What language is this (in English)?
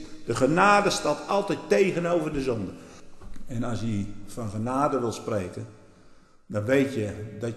Dutch